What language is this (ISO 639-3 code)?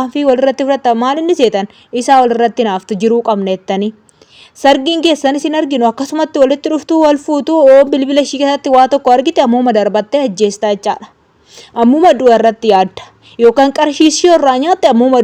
orm